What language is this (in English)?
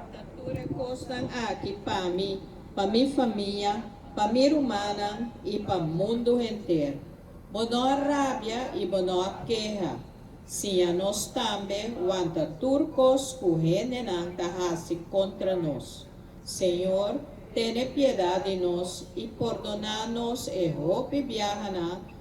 Papiamento